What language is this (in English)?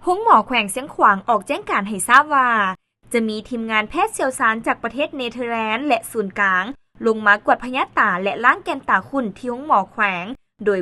Lao